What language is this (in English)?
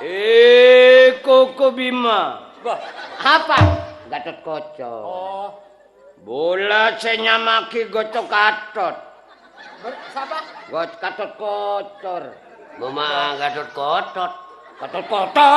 Madurese